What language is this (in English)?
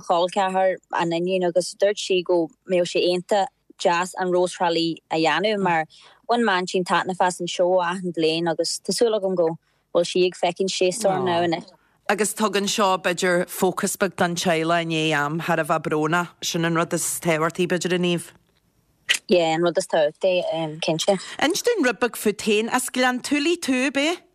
Irish